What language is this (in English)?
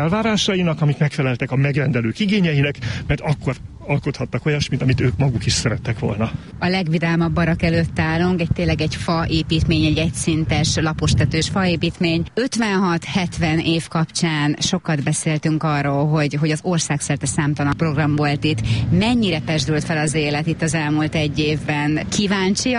Hungarian